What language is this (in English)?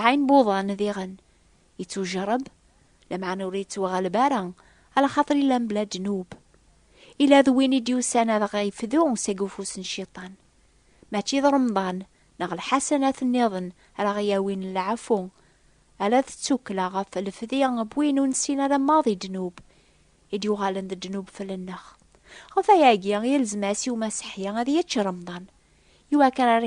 Kabyle